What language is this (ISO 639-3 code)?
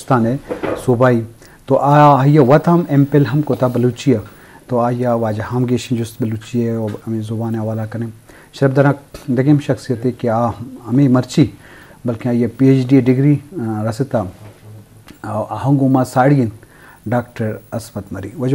bgp